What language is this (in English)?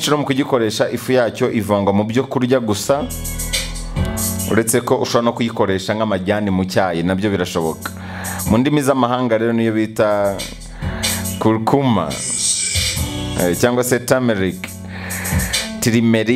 Kinyarwanda